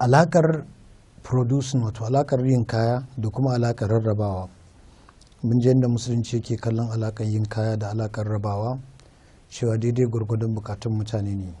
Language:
Hausa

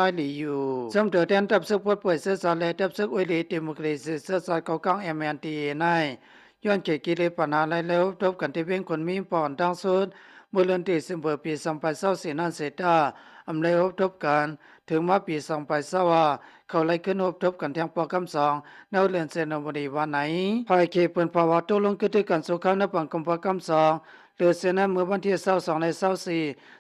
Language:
Shan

